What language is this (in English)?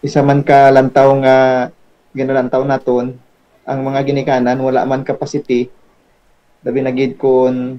Hiligaynon